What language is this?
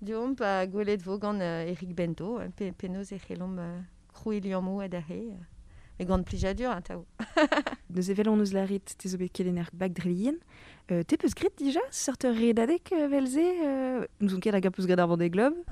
Breton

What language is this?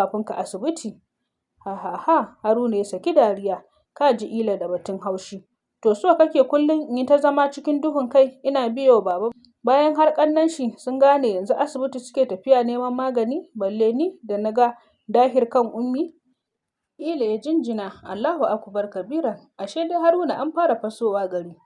Hausa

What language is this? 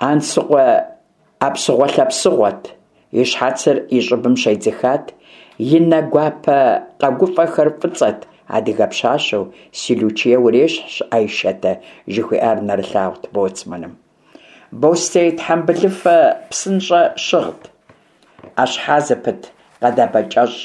Kabardian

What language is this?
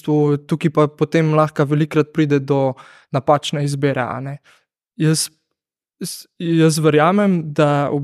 Slovenian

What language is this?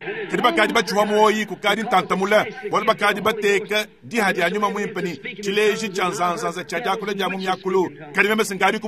Luba-Lulua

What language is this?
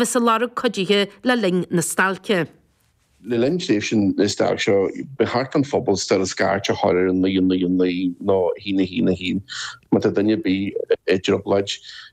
Irish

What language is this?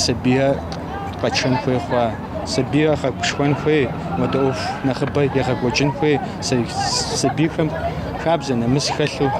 Kabardian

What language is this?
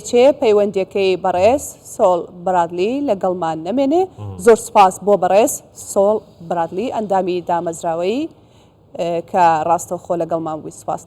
Central Kurdish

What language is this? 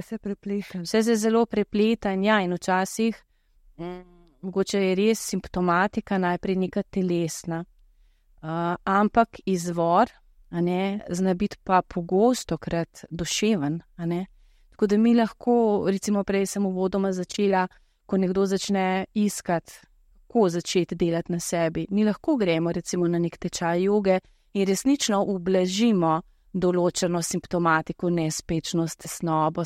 Slovenian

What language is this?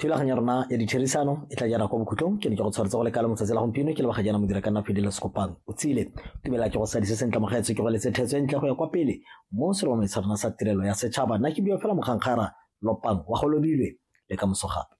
Tswana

